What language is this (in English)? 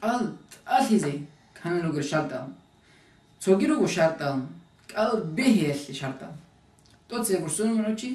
Avaric